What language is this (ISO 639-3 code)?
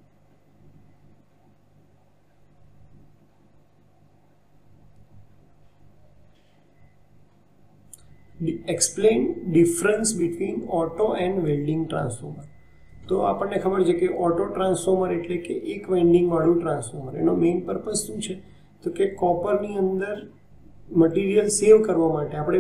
guj